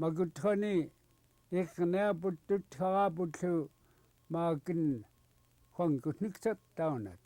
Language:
Central Yupik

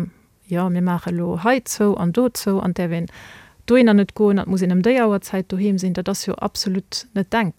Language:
Luxembourgish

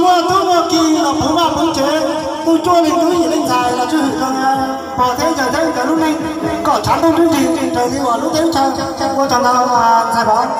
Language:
Hmong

